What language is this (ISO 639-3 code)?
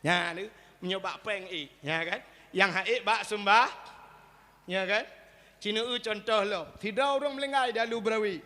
ace